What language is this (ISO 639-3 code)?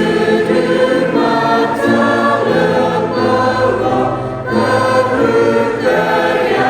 ksw